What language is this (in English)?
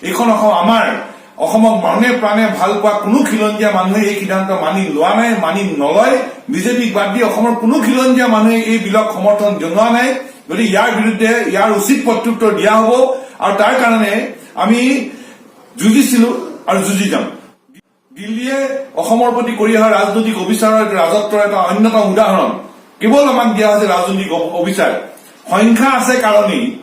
Assamese